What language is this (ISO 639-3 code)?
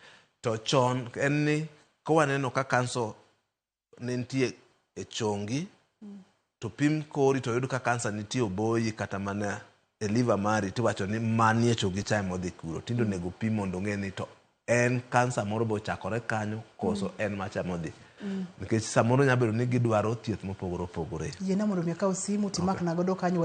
luo